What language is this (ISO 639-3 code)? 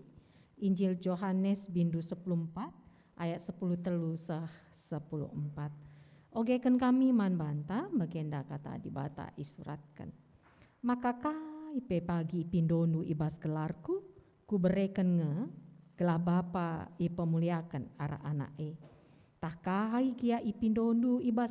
btx